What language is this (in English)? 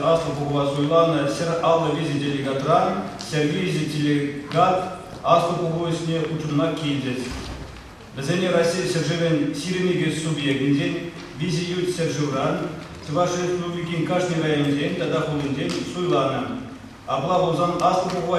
Chuvash